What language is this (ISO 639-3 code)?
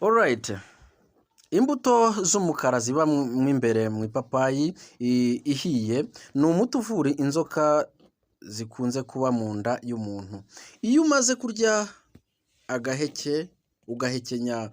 kin